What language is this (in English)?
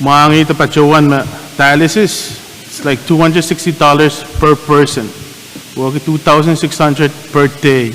Pohnpeian